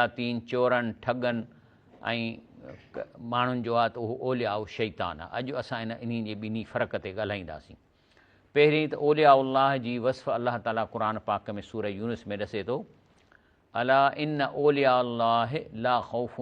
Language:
Sindhi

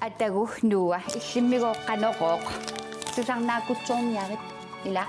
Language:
Kalaallisut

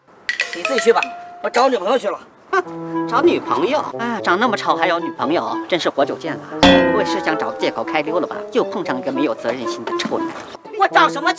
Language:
Chinese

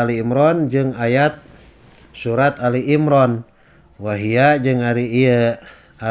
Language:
Sundanese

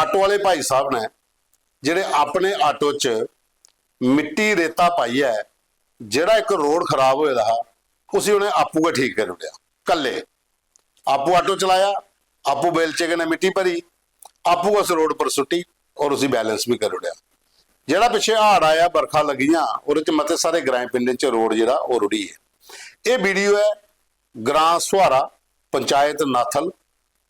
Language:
Dogri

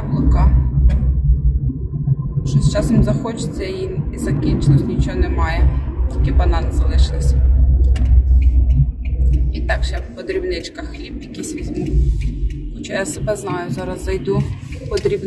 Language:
Ukrainian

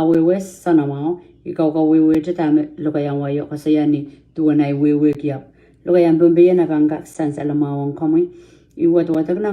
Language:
Pohnpeian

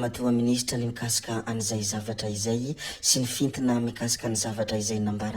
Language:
Malagasy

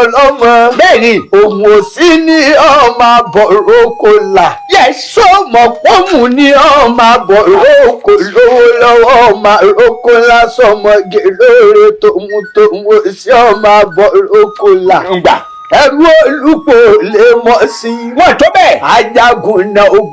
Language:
Yoruba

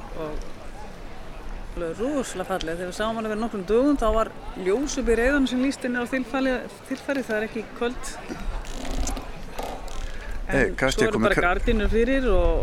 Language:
Icelandic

